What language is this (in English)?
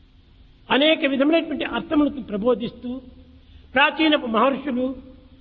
Telugu